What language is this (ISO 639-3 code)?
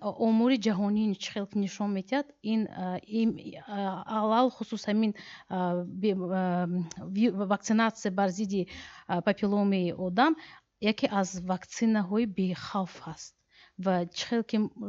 tgk